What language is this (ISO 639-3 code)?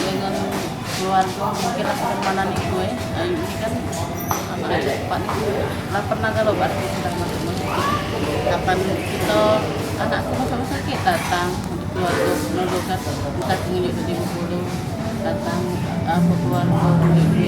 mui